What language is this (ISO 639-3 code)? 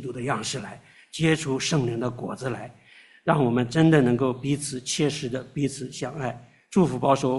zho